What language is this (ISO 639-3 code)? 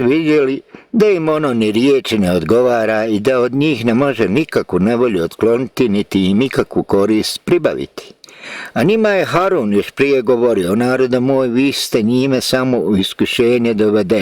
bos